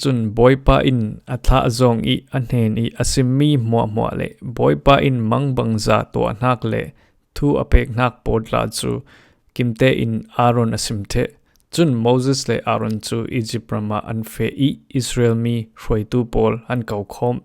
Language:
Falam Chin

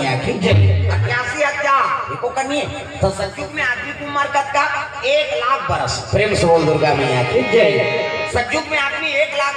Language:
Chhattisgarhi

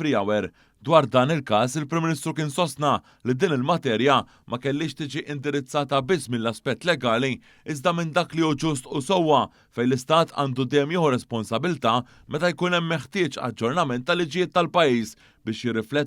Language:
Maltese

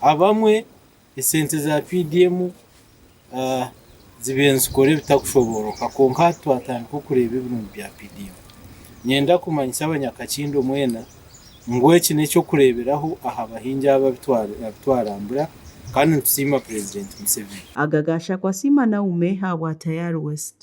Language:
Nyankole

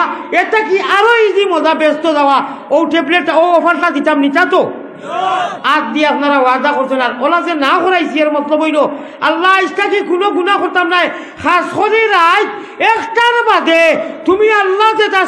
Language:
Sylheti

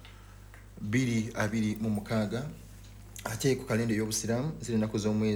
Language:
Ganda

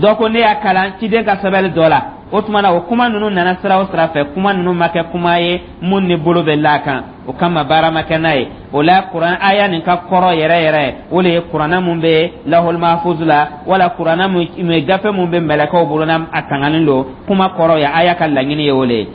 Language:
Dyula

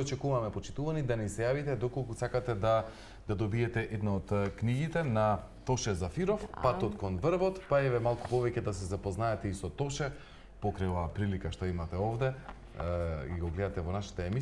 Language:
Macedonian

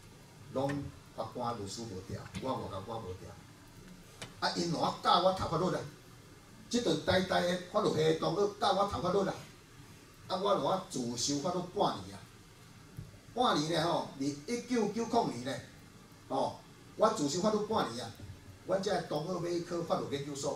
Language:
Min Nan Chinese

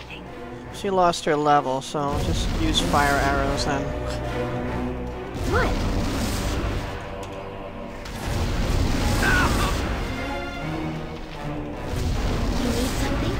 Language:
English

